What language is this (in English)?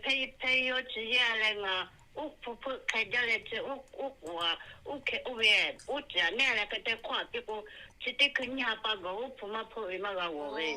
Lahu